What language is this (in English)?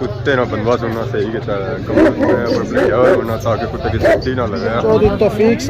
Pahari-Potwari